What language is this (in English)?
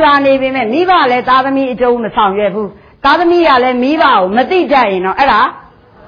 Burmese